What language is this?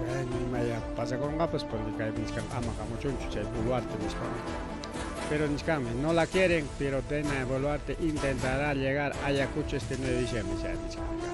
Ayacucho Quechua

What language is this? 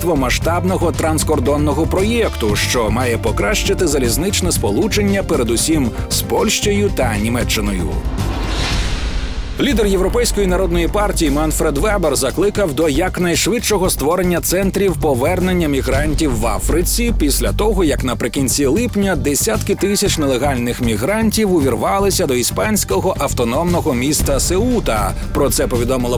Ukrainian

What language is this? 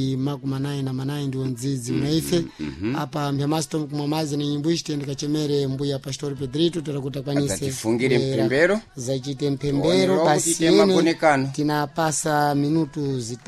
Sena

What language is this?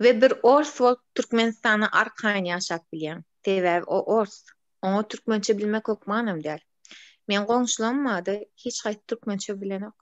Turkmen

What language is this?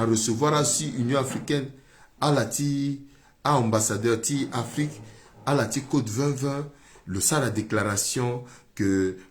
Sango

